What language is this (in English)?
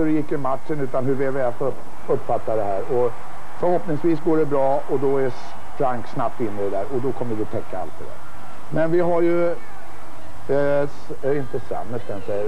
Swedish